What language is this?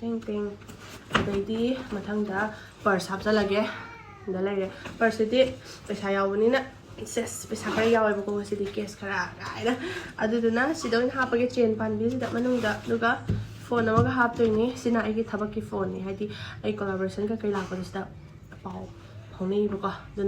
Manipuri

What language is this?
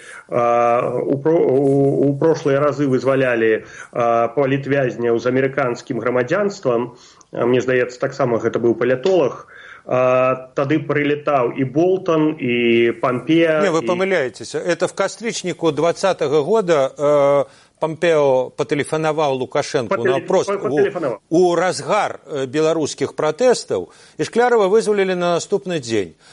Belarusian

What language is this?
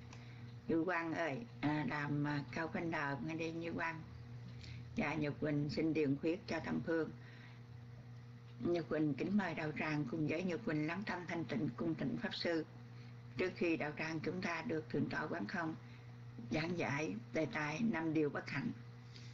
Vietnamese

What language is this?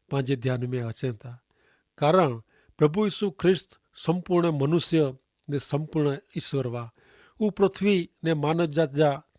Kachhi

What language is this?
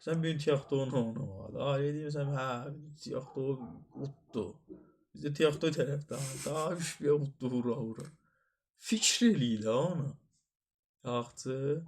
South Azerbaijani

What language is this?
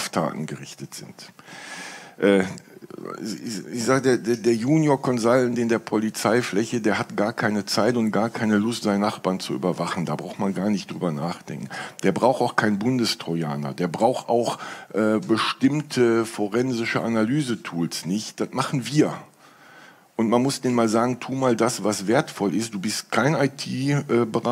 German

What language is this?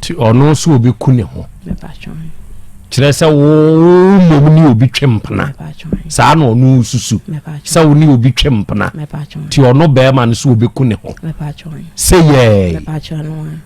Akan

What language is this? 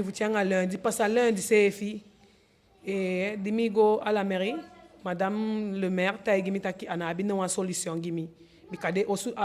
Eastern Maroon Creole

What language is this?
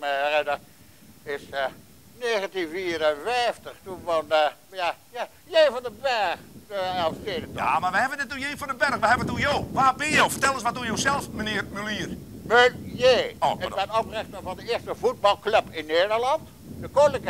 Western Frisian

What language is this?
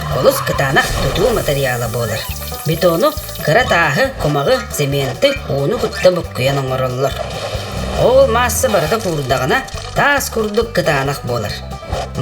Yakut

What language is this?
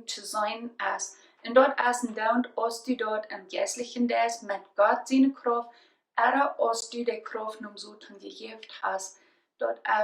Plautdietsch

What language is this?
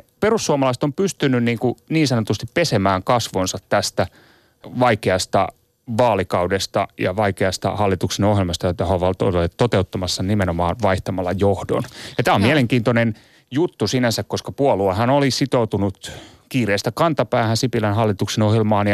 Finnish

